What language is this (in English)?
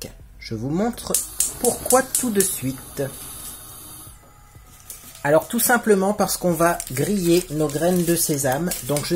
French